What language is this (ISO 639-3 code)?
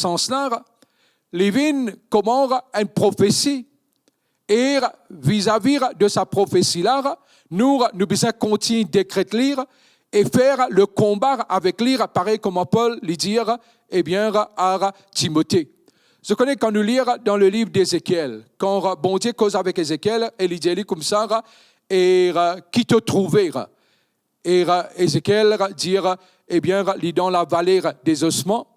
mfe